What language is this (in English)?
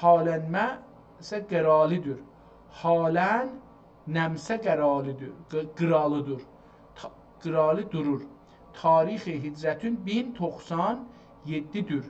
South Azerbaijani